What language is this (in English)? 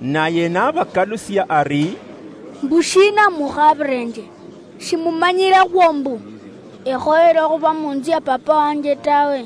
Luyia